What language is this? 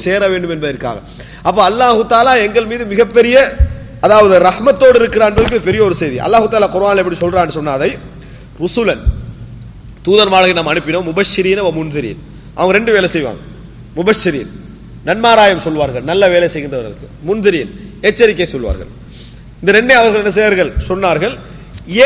Tamil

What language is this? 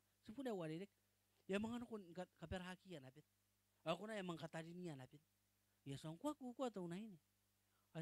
Gilbertese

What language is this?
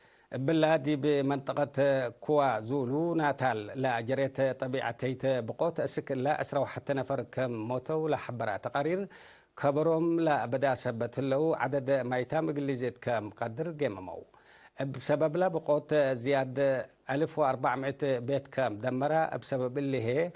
Tigre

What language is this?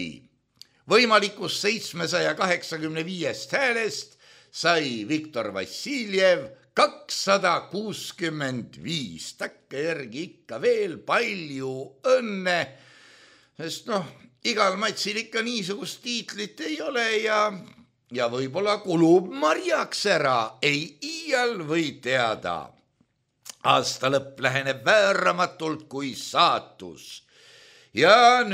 Estonian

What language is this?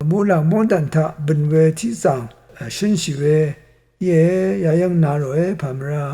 Rawang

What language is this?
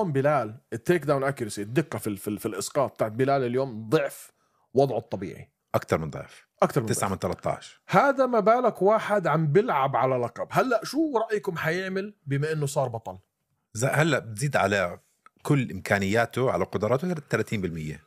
North Levantine Arabic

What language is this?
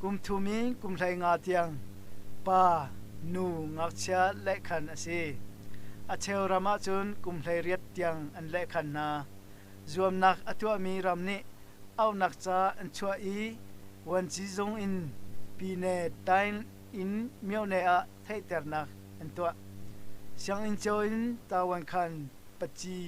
Hakha Chin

